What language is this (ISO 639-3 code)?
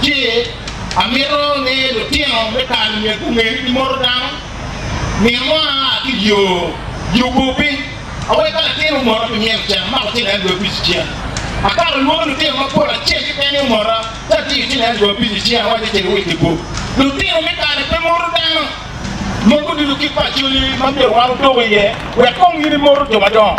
ach